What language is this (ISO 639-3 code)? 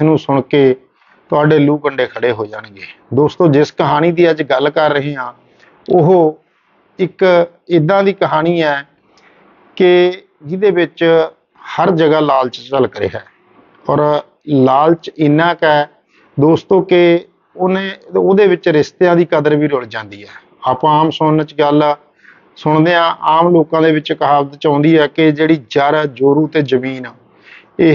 pan